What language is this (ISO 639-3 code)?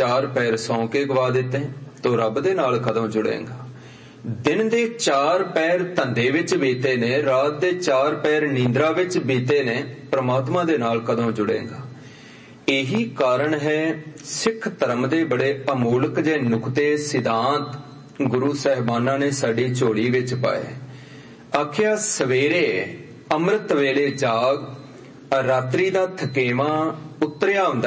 pan